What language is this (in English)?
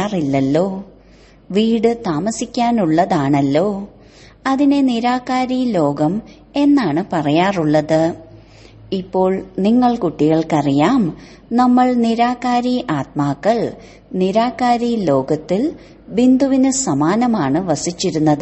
Malayalam